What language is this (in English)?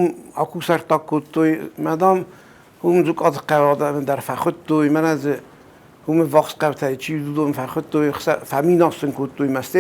Ossetic